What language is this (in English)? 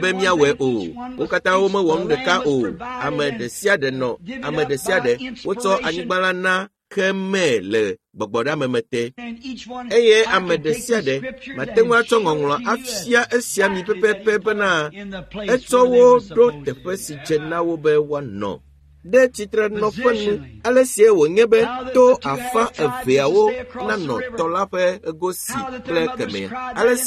Ewe